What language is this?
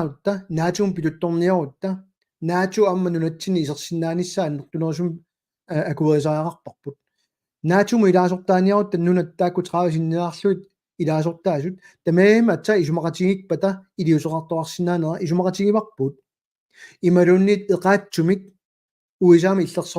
Kalaallisut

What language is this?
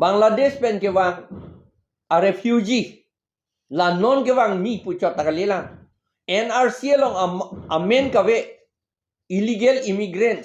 Karbi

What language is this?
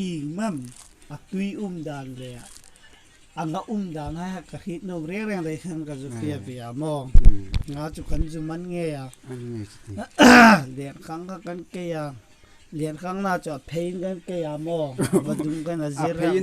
Hmar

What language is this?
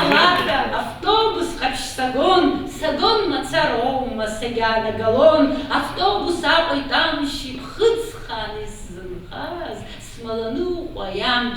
Abkhazian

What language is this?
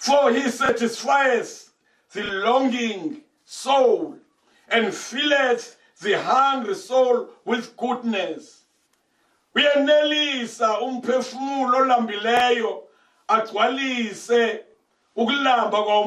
Zulu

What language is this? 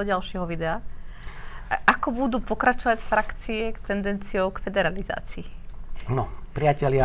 Slovak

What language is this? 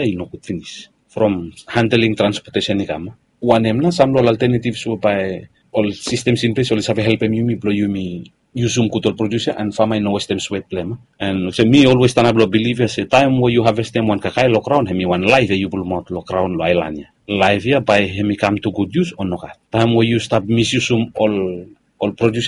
Bislama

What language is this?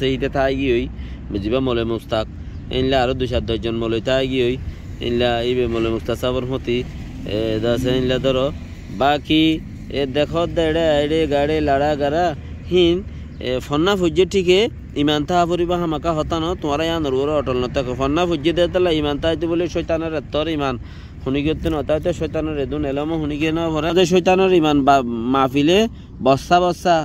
Rohingya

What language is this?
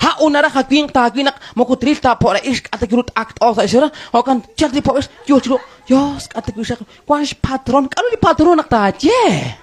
Kekchí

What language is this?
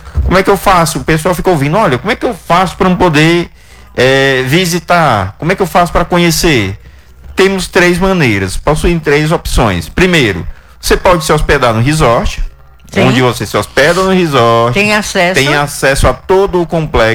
Portuguese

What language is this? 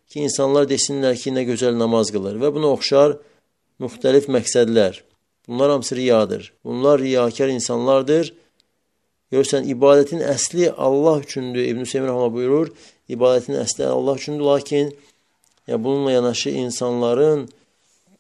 Azerbaijani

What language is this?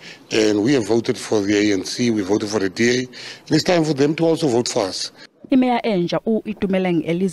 Zulu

